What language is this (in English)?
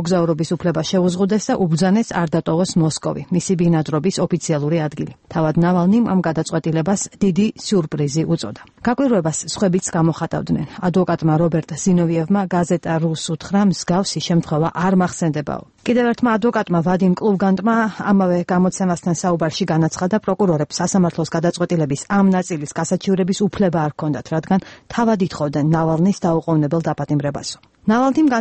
Georgian